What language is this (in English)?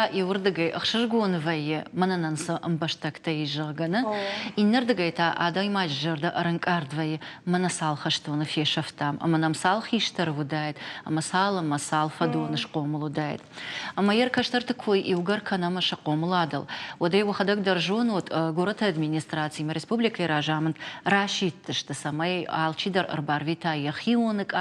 Ossetic